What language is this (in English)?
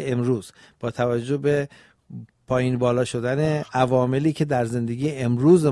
Persian